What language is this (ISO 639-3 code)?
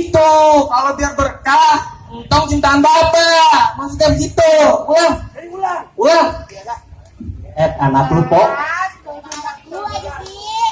bew